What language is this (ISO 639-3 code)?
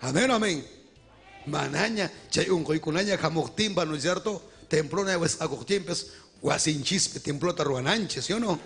quy